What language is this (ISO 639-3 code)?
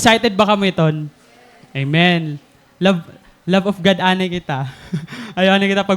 war